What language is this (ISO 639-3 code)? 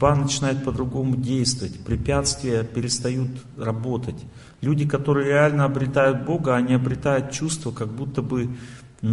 rus